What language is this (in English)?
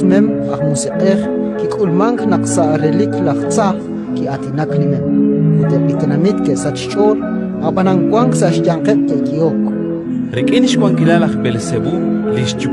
Kekchí